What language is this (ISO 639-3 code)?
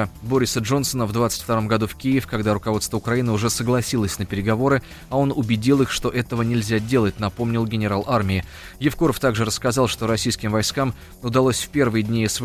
rus